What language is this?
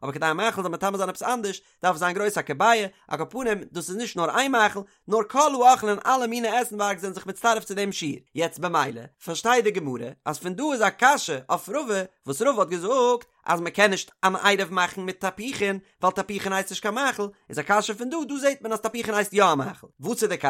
Yiddish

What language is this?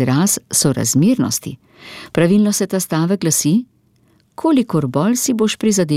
Slovenian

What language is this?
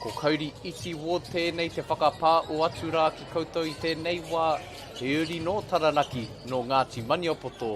Māori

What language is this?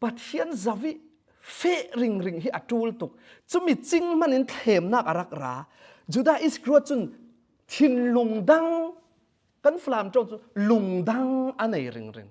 Falam Chin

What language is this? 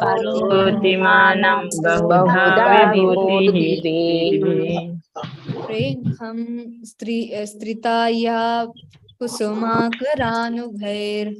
Tulu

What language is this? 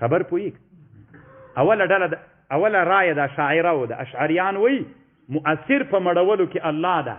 Pashto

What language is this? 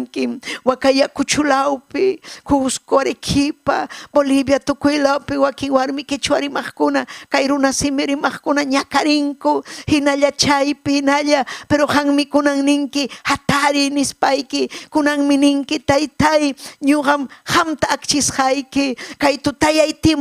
Ayacucho Quechua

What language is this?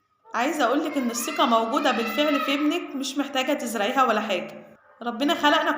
Egyptian Arabic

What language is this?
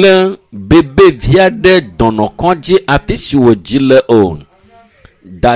Ewe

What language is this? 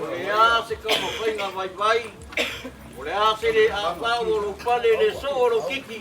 Samoan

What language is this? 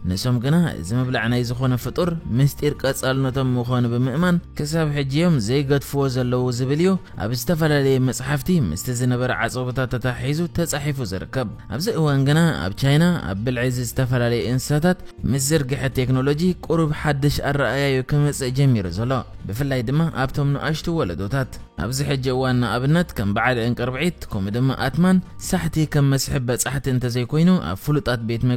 Tigrinya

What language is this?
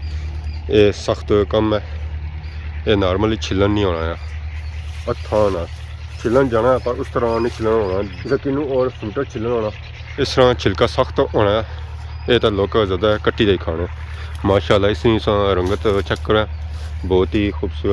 Pahari-Potwari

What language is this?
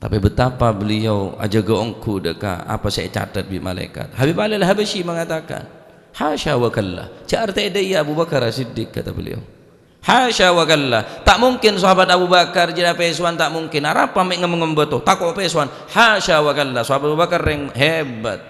Madurese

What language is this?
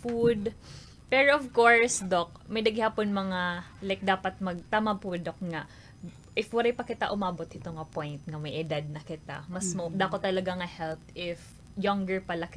Waray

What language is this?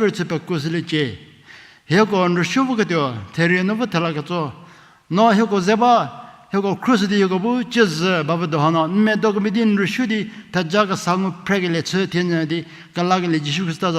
Angami Naga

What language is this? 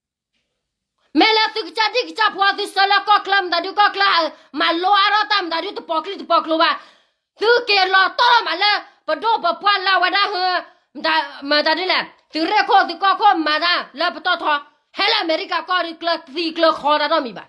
S'gaw Karen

